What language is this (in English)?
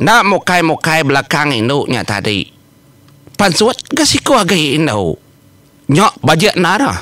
Iban